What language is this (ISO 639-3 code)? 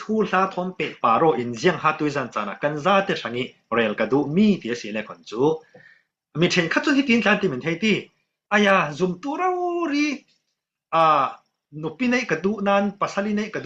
cfm